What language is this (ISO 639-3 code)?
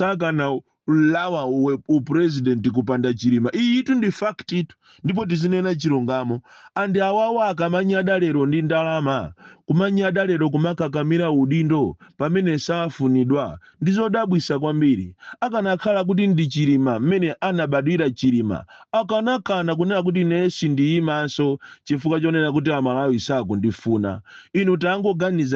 nya